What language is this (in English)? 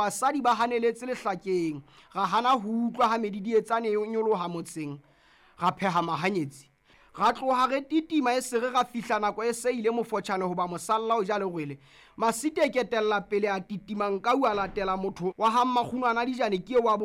Southern Sotho